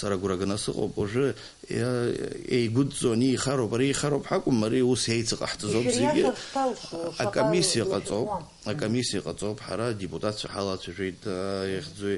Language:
Abkhazian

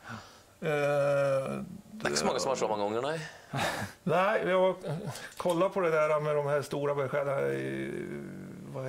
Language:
Norwegian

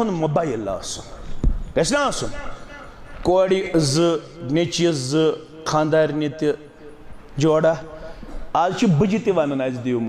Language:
Kashmiri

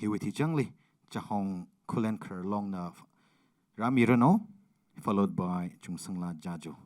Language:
Tangkhul Naga (India)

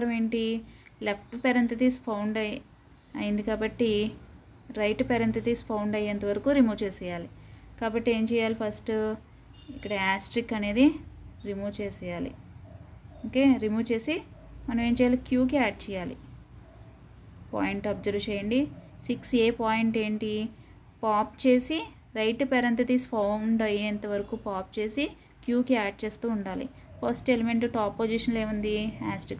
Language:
Telugu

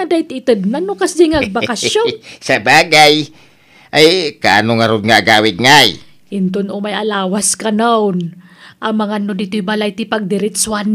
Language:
Iloko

